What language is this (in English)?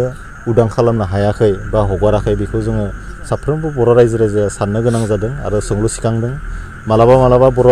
Bodo